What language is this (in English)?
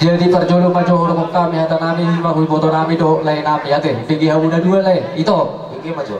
Batak Toba